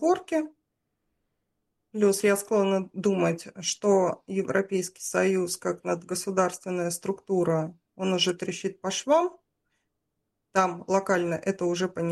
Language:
Russian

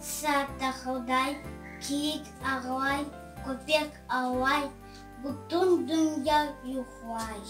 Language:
Crimean Tatar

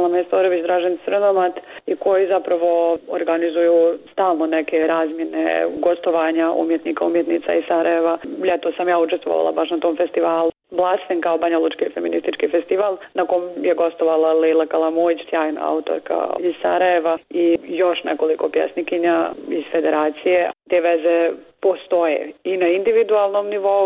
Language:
Bosnian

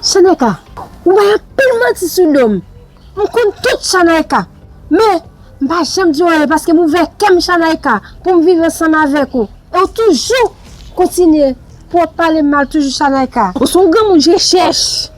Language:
Haitian Creole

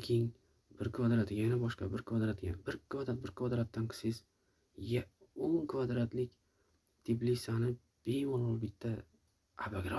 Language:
Uzbek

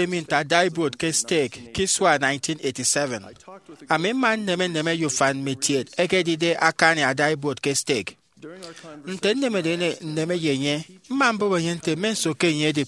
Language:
Efik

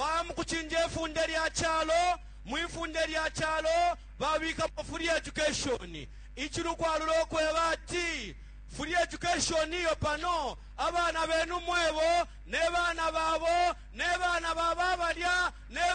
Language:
Bemba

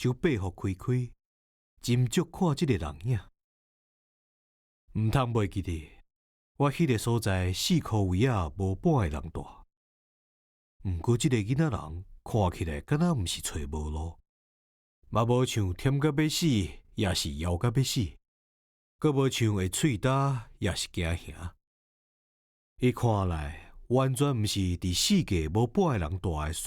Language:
Min Nan Chinese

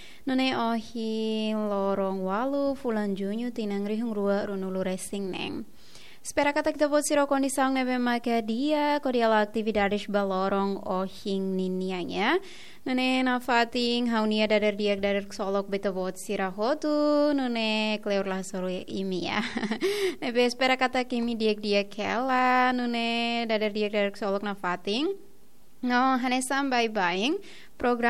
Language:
Tetum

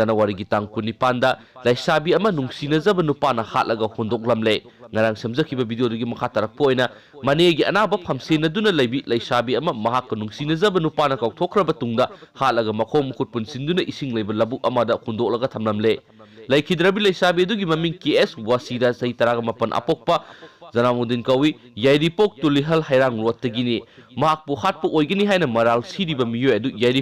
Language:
Manipuri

